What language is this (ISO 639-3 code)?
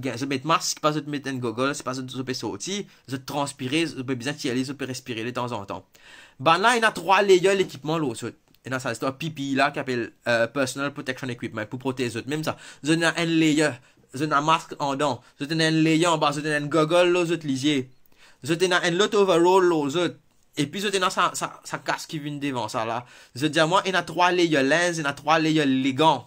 mfe